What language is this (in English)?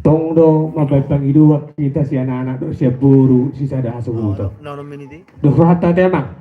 Batak Toba